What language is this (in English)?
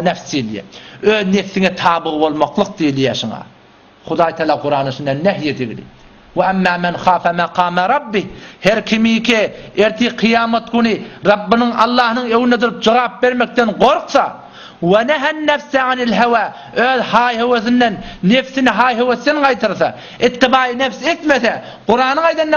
Turkmen